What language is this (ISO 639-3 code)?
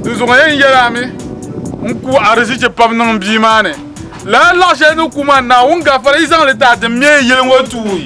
dag